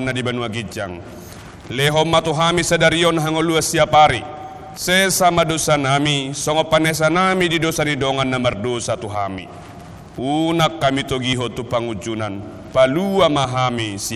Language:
Batak Toba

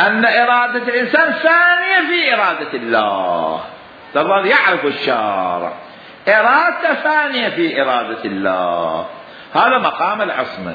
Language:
Mesopotamian Arabic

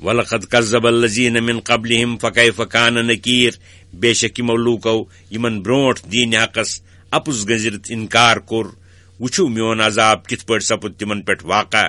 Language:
Kashmiri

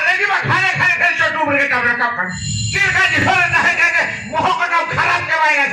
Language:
Santali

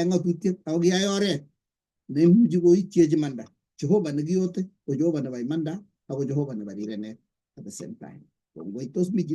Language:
Kalenjin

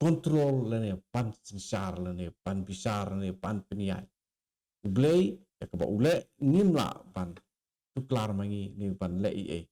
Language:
Khasi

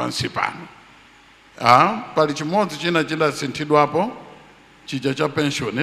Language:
Nyanja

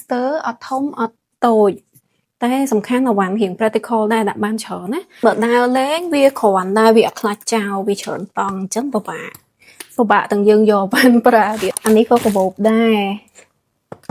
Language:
Khmer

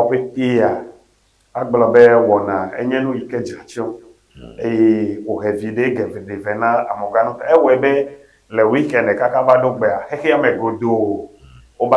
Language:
Ewe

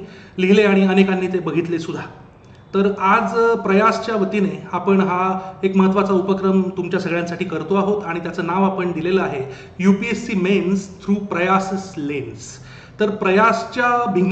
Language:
Marathi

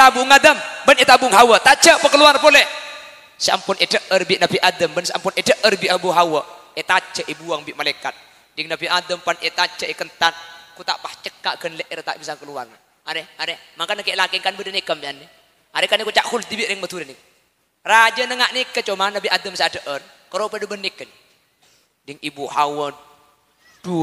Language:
Madurese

